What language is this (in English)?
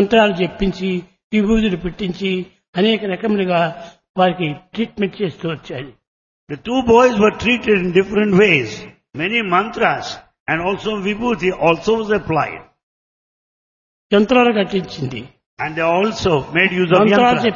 Telugu